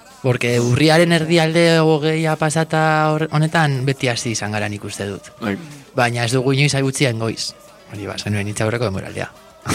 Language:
Basque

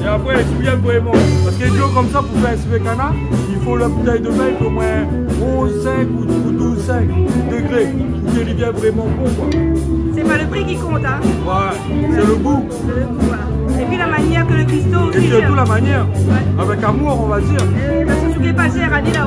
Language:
Réunion Creole French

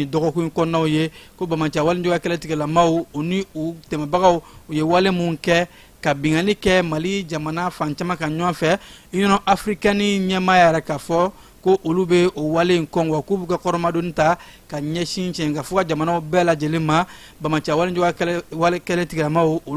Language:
Bambara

